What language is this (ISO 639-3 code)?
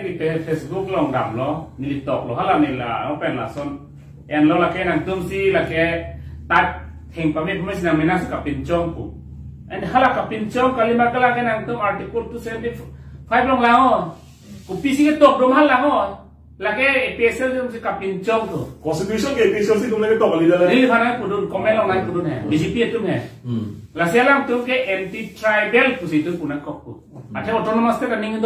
mjw